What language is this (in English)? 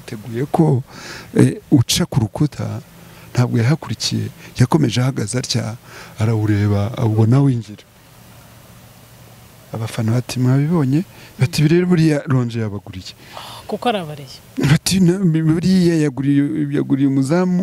Kinyarwanda